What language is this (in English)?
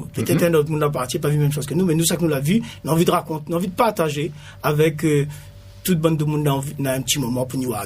Réunion Creole French